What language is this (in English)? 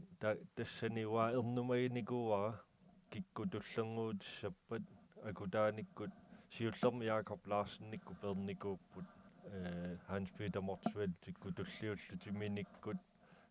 Kalaallisut